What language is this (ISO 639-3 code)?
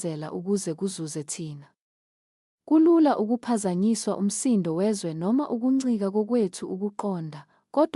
zul